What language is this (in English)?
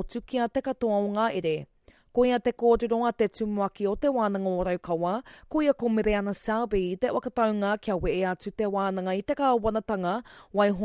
Māori